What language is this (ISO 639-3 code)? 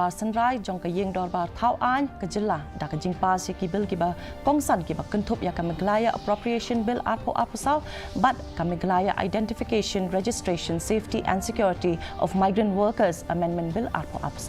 kha